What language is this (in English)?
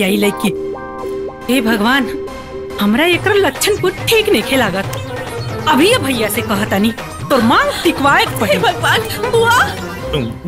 Bhojpuri